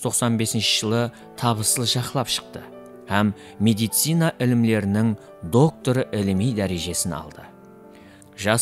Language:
Kara-Kalpak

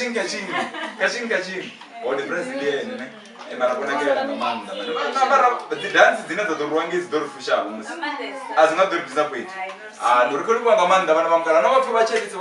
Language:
Venda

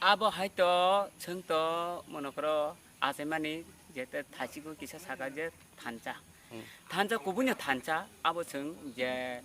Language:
Kok Borok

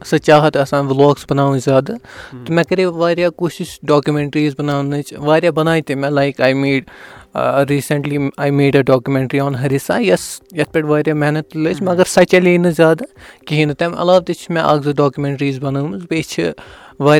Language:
Kashmiri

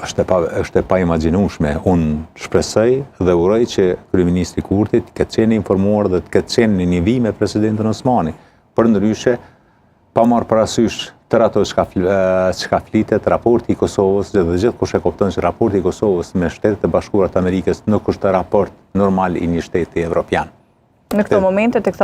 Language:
Albanian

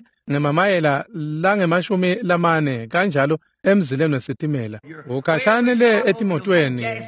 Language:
Swati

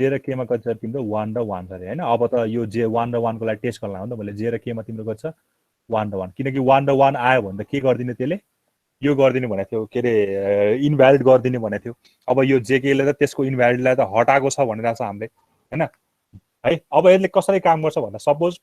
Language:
Nepali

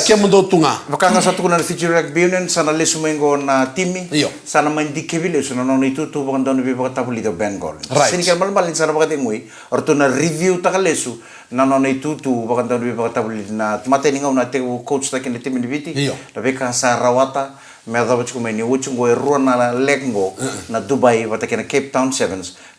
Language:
Fijian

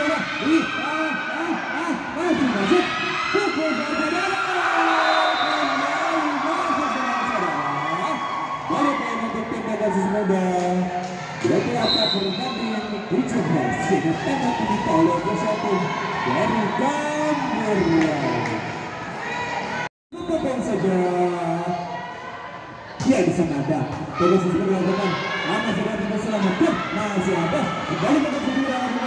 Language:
Indonesian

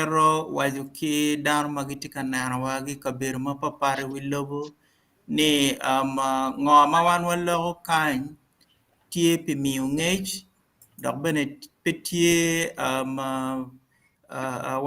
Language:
Acoli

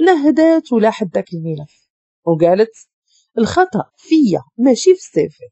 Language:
Moroccan Arabic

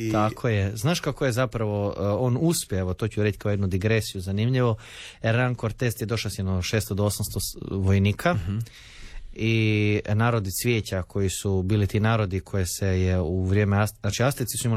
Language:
Croatian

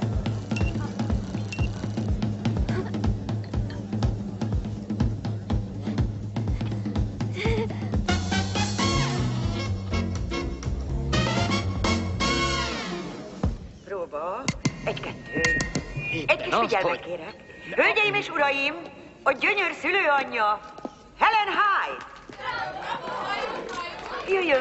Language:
Hungarian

